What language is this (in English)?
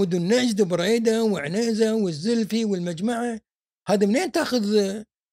Gulf Arabic